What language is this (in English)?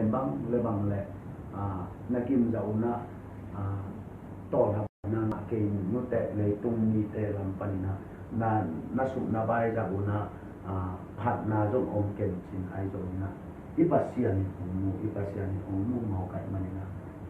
Tedim Chin